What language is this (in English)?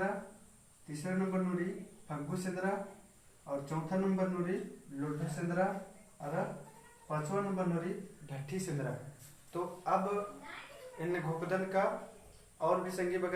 Kurukh